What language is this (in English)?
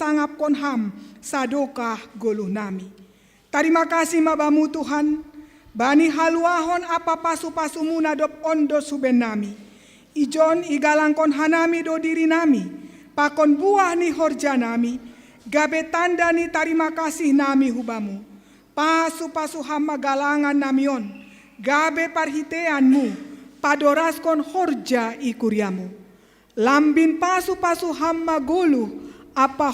Batak Simalungun